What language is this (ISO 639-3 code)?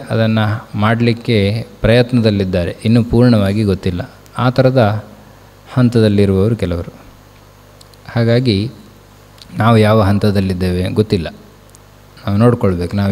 kan